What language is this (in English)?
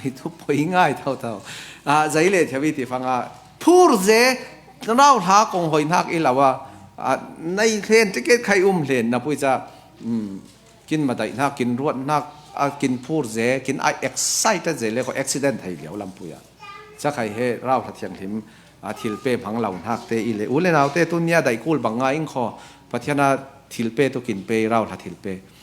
Falam Chin